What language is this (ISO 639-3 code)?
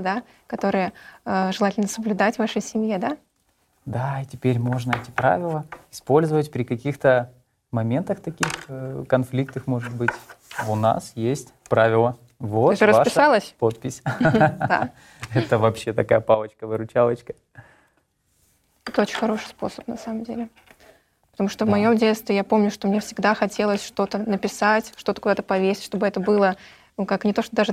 rus